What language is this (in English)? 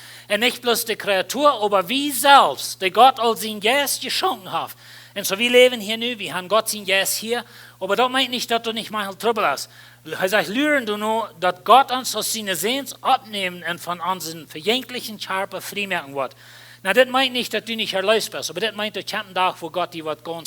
Plautdietsch